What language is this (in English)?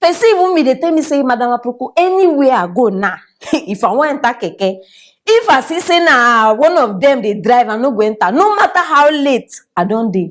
Nigerian Pidgin